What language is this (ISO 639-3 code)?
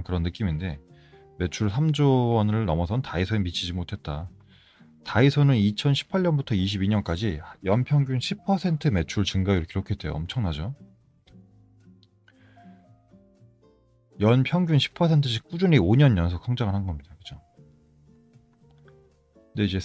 kor